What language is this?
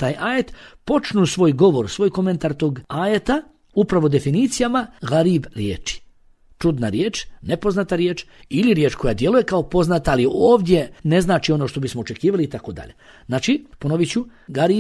Bosnian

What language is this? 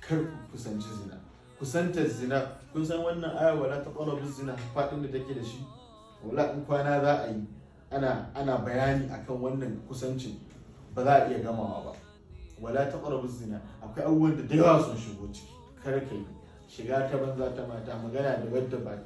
Hausa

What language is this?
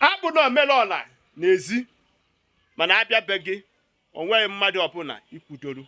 Igbo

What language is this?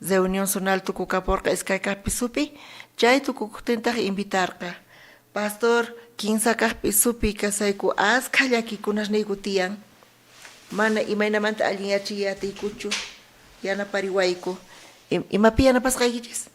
South Bolivian Quechua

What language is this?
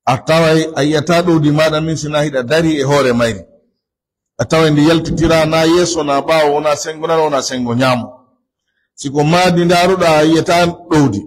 Pular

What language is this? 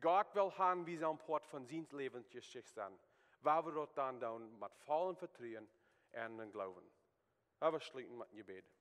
Plautdietsch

